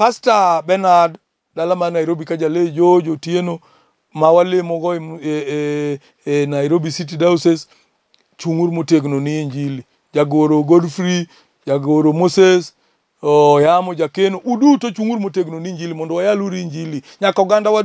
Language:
Luo (Kenya and Tanzania)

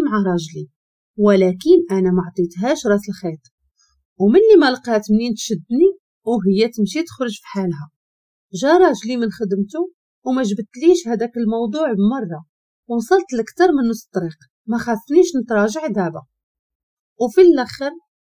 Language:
Moroccan Arabic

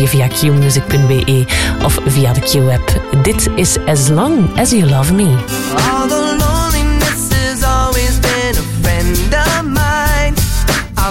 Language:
Dutch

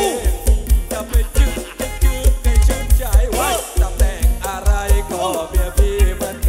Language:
Thai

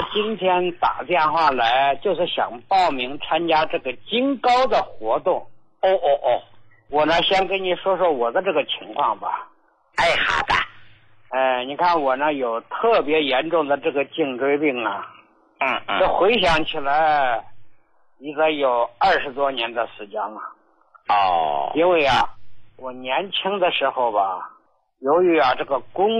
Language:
Chinese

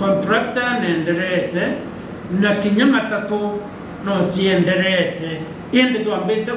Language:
Meru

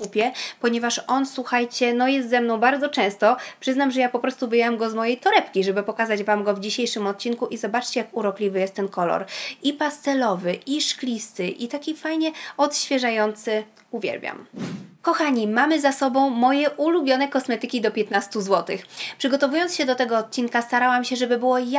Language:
Polish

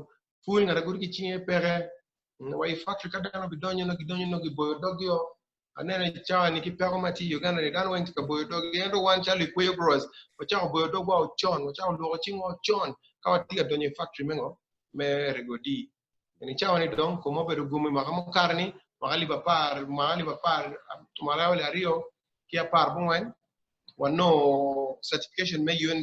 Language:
Acoli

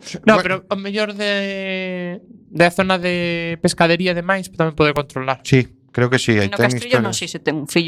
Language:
Galician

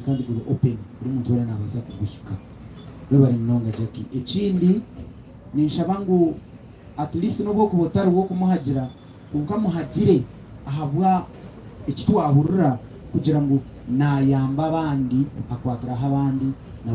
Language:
Nyankole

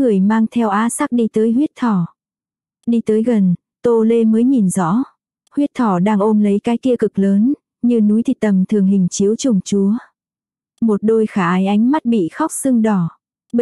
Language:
Vietnamese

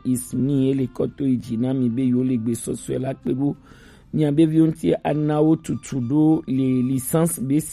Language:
Gen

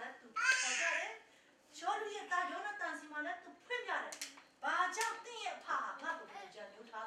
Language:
Burmese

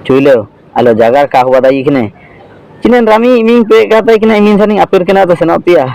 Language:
Ho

